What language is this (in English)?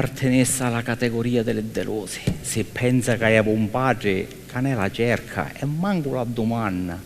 Sicilian